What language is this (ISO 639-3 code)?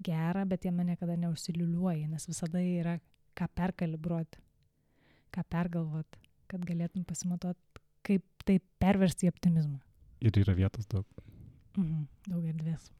lit